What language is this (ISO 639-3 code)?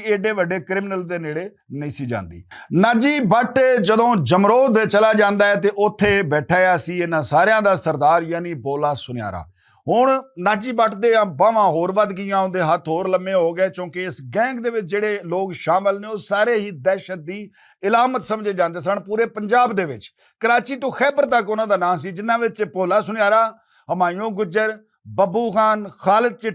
lah